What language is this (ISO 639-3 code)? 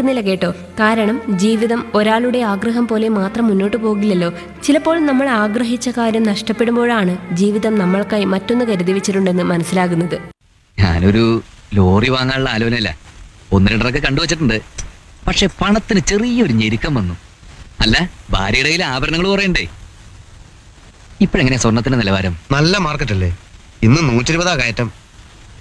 mal